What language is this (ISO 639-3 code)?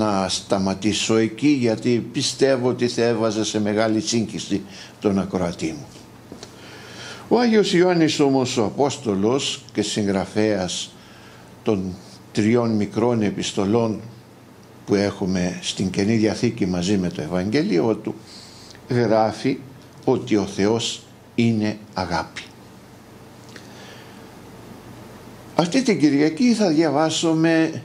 ell